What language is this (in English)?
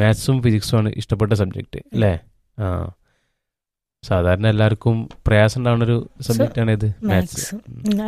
Malayalam